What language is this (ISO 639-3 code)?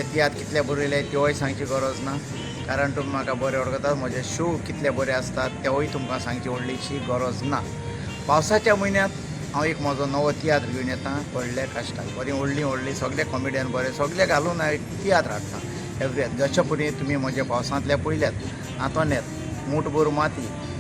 kok